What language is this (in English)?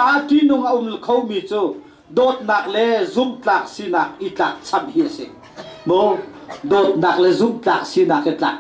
Hakha Chin